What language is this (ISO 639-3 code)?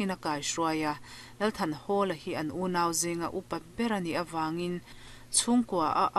lus